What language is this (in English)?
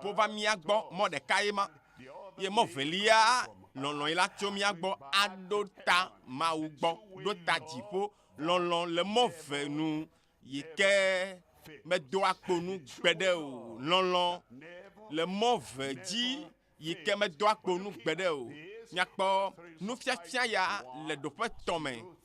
Ewe